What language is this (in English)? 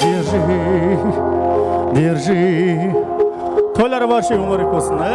Kara-Kalpak